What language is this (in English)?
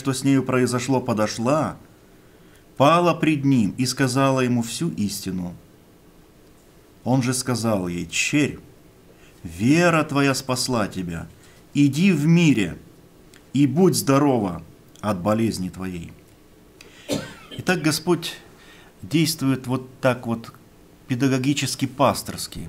Russian